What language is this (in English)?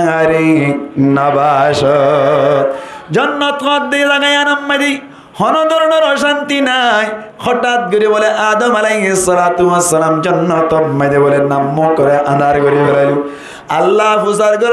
Rohingya